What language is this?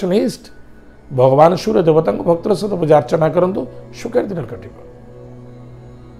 Odia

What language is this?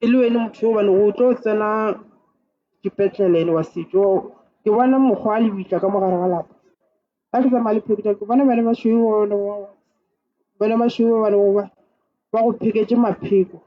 Northern Sotho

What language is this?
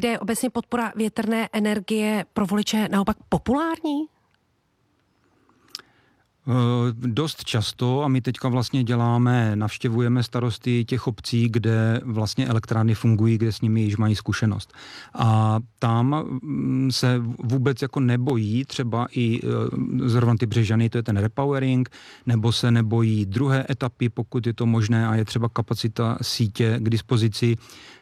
Czech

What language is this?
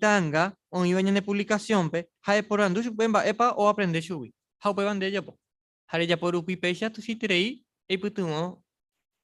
Guarani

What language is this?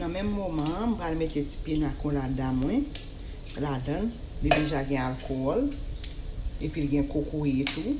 Haitian Creole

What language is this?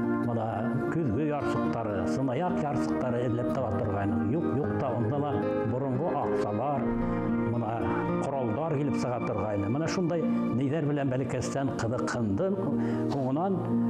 Bashkir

